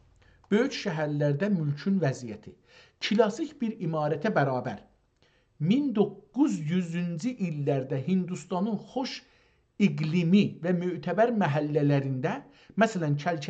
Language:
South Azerbaijani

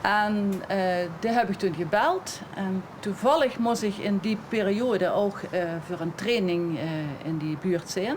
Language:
Limburgish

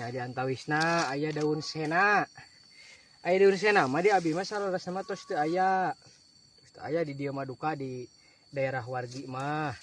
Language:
Sundanese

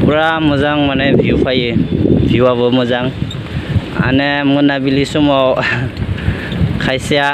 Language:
Bodo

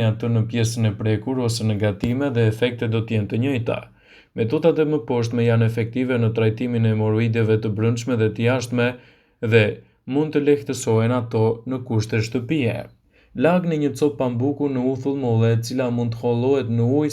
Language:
Albanian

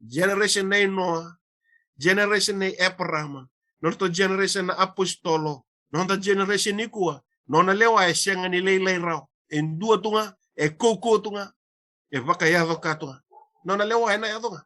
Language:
Fijian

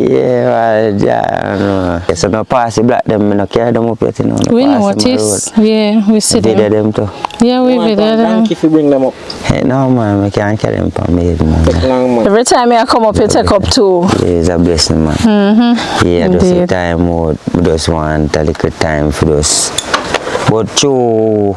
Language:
Jamaican Creole English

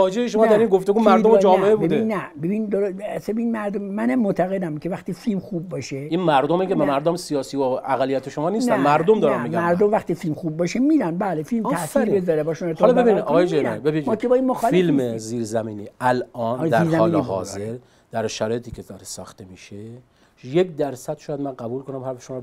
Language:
Persian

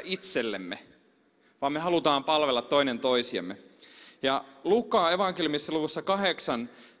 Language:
Finnish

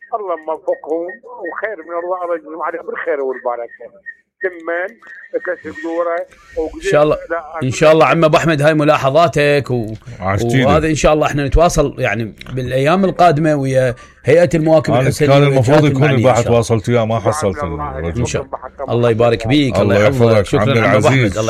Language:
Mesopotamian Arabic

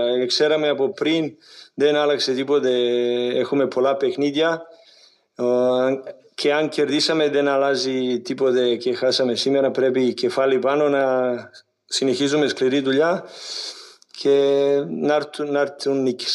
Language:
Greek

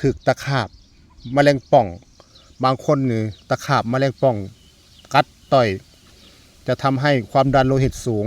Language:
Lao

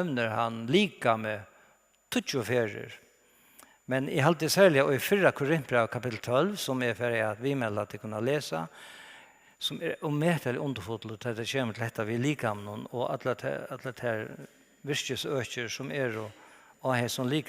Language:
Faroese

